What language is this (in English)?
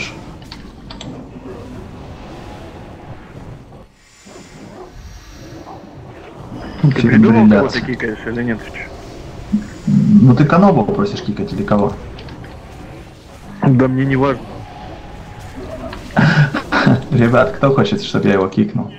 Russian